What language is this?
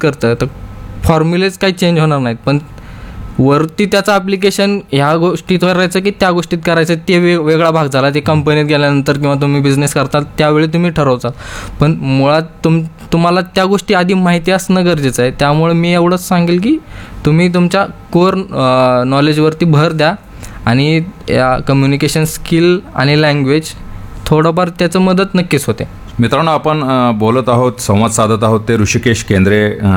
Marathi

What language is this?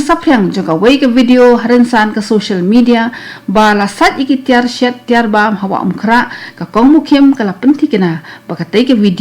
Khasi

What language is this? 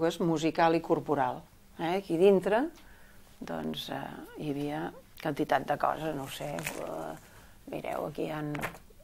Catalan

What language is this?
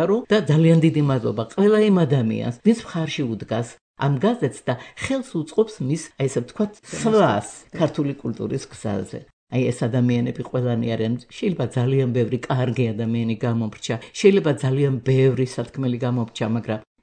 Georgian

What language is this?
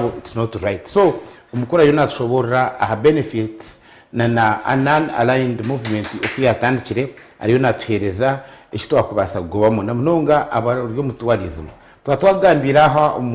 Nyankole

